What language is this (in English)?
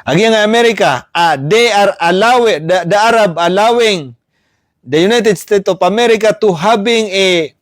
Maranao